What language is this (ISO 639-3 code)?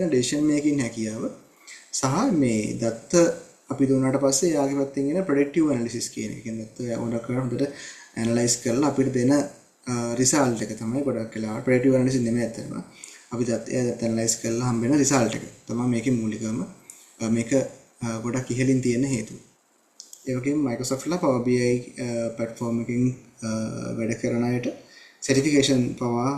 sin